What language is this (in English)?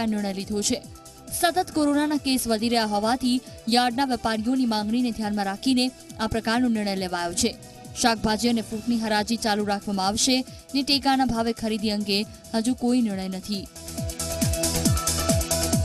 Gujarati